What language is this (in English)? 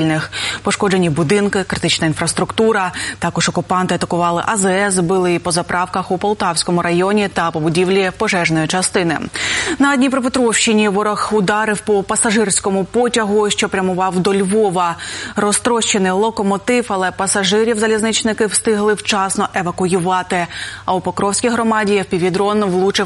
Ukrainian